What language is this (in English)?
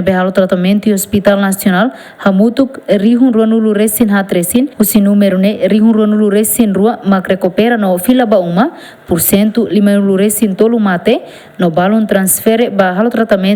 Tetum